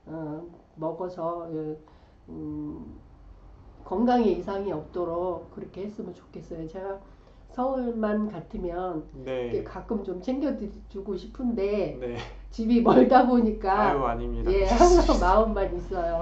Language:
Korean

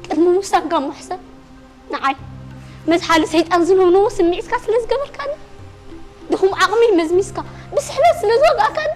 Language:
Tigrinya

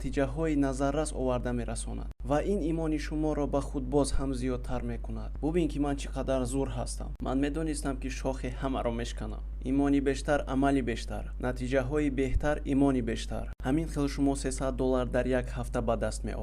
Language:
Tajik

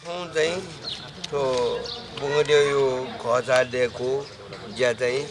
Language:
Newari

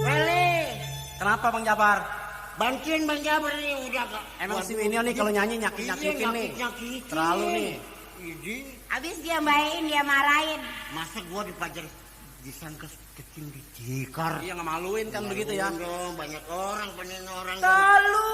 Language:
Betawi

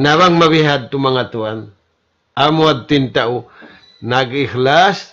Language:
Tausug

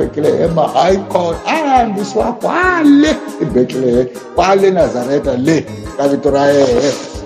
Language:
Tsonga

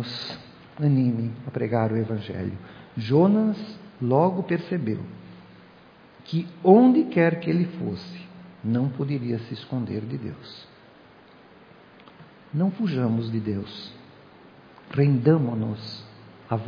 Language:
Portuguese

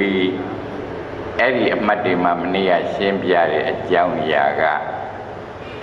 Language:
Burmese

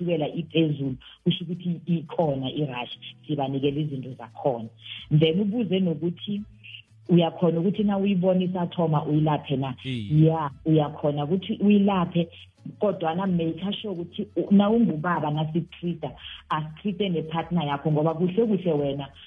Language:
South Ndebele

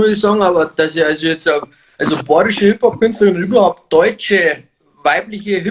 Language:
Bavarian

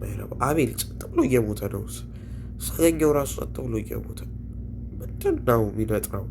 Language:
Amharic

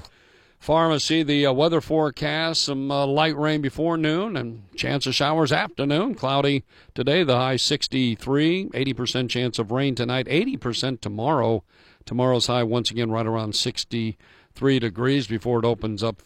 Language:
English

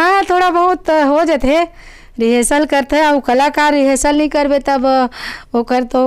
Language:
Chhattisgarhi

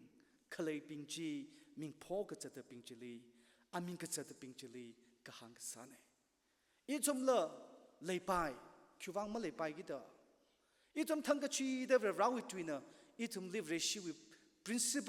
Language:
Tangkhul Naga (India)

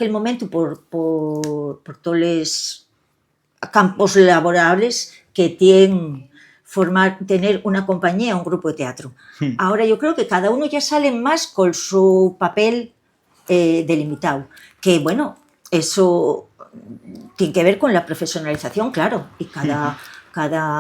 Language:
Asturian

